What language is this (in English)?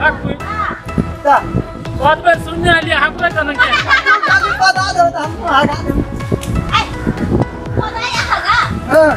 Maithili